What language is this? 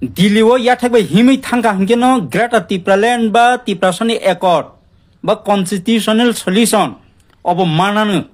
Kok Borok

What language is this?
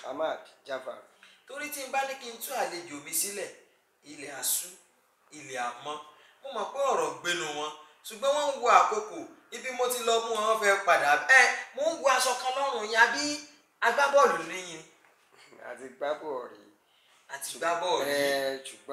Yoruba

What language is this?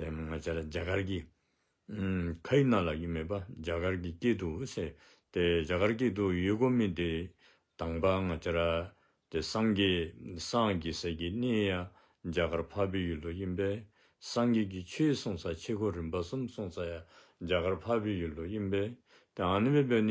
Dzongkha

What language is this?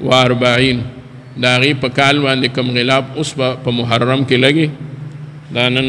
Pashto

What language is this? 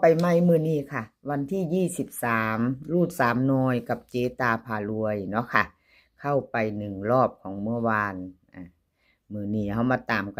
Northeastern Thai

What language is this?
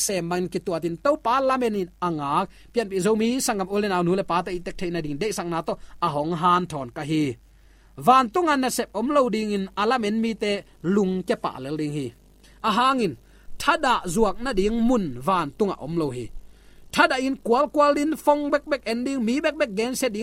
Tedim Chin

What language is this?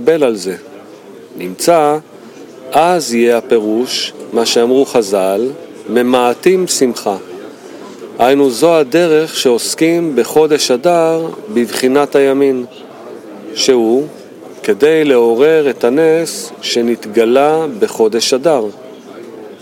Hebrew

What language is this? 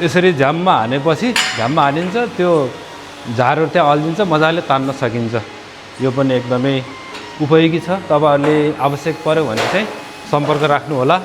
Nepali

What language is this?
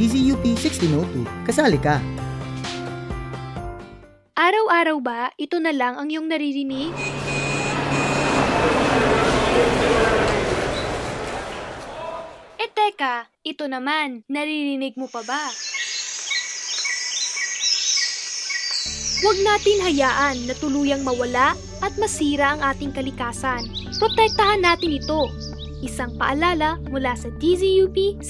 Filipino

